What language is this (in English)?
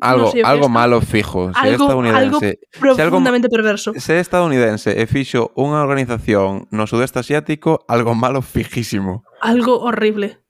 Galician